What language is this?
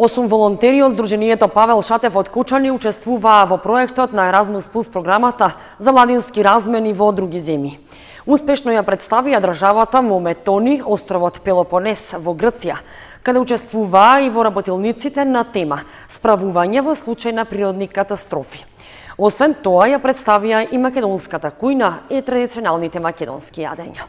Macedonian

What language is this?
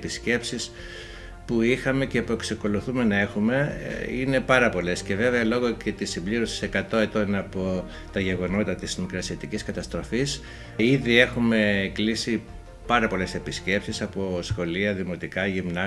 Greek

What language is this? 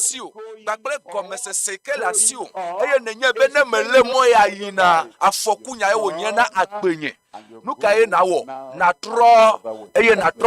Ewe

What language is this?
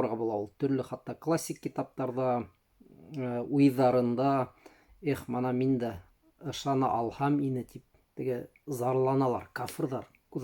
Bashkir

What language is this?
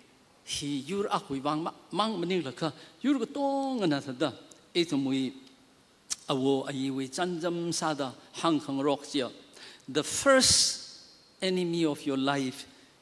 Tangkhul Naga (India)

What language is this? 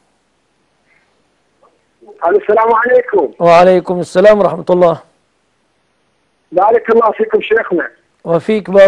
Arabic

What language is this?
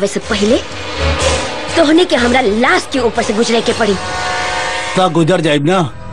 Bhojpuri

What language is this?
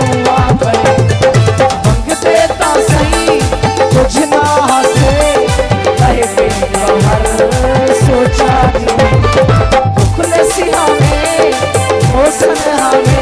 Saraiki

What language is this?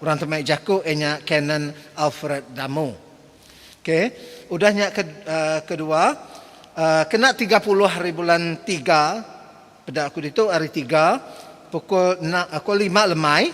Iban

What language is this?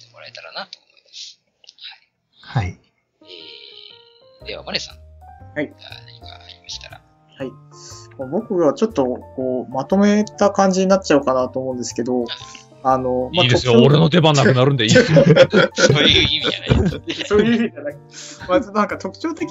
Japanese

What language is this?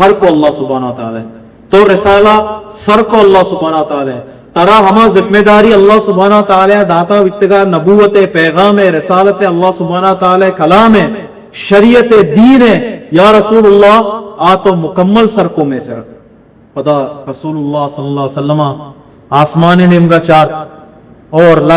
Baluchi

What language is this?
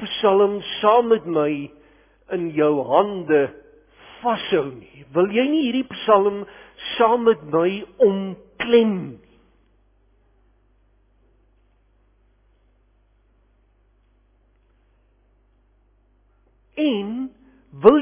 Afrikaans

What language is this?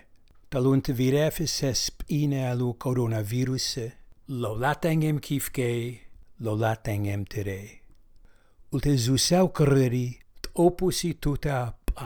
Slovenian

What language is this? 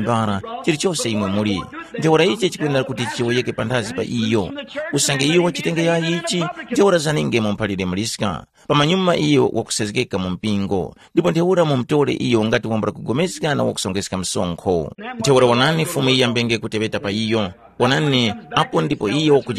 Tumbuka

